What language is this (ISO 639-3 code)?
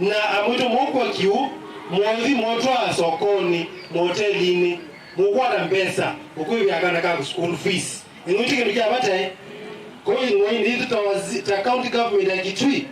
kam